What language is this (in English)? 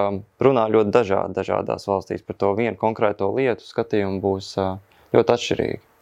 Latvian